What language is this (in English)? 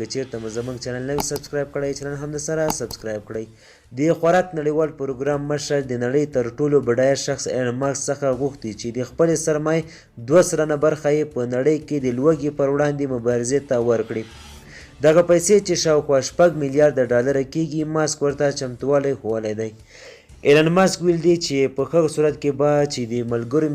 Pashto